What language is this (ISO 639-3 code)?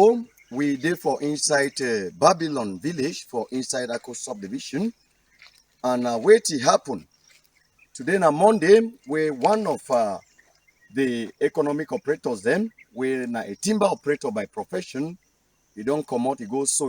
wes